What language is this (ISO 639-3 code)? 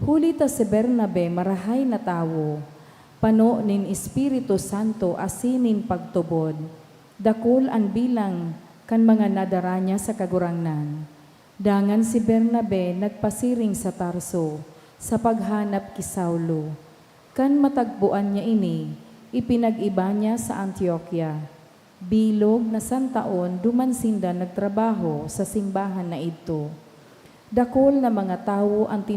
bik